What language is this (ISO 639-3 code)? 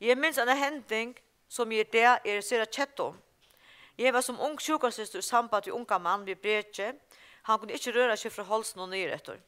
fao